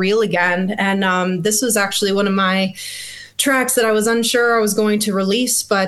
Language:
English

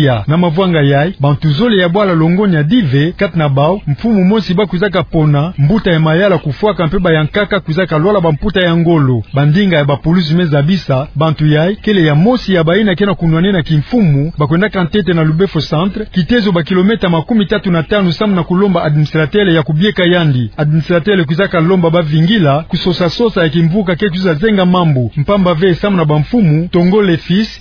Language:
Kituba (Democratic Republic of Congo)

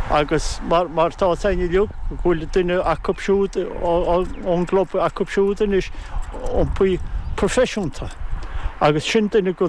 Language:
Irish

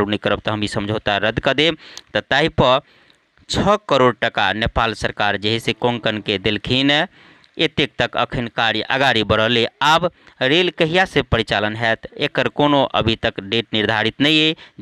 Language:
Maithili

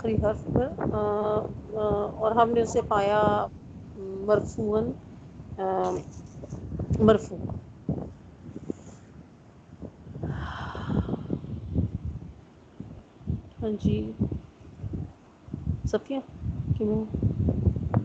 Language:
Urdu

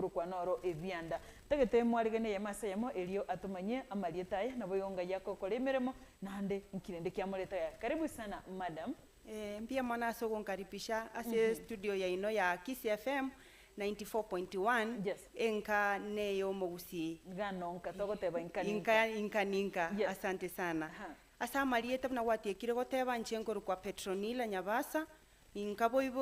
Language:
Gusii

